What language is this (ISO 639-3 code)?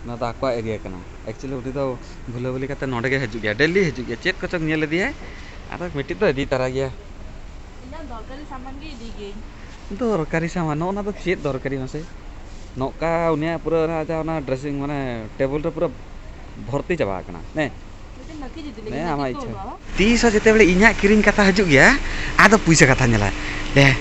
sat